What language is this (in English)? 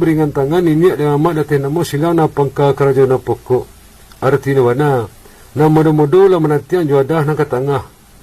Minangkabau